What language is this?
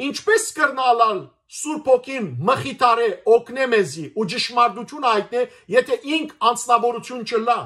Western Armenian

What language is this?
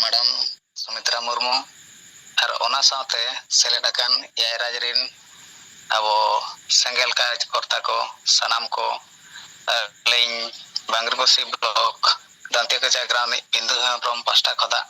Santali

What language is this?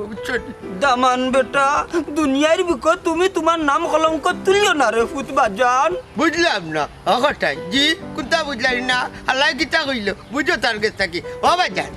Sylheti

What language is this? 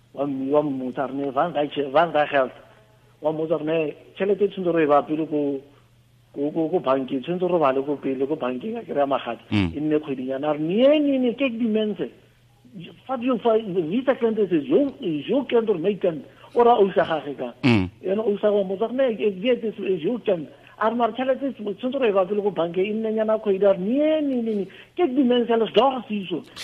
Tswana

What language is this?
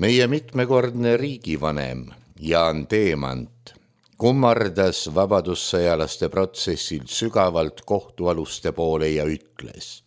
Estonian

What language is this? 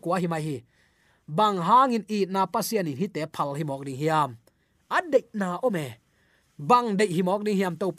Tedim Chin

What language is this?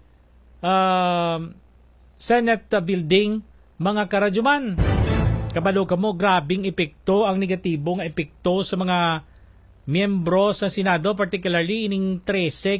Hiligaynon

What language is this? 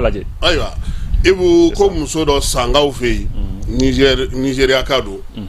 Bambara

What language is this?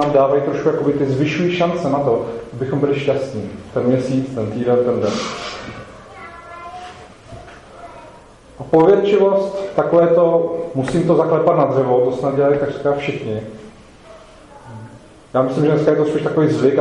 Czech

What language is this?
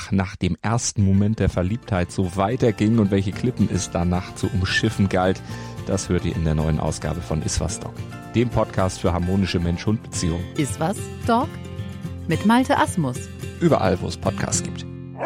German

